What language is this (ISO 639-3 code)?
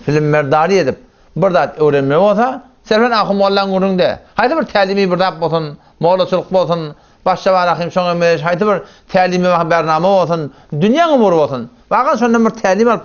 tuk